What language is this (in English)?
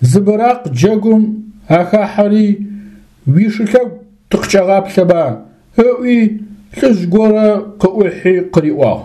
Adyghe